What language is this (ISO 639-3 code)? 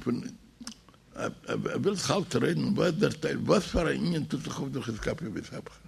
yid